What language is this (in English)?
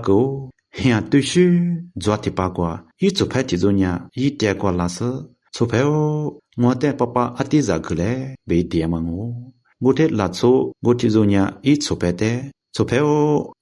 Lisu